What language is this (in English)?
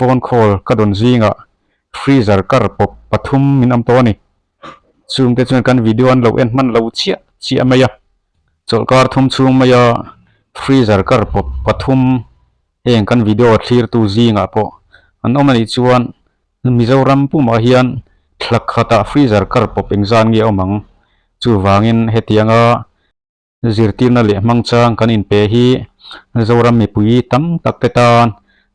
Mizo